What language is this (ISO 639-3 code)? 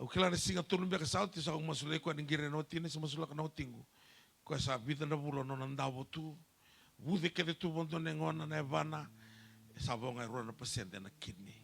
fij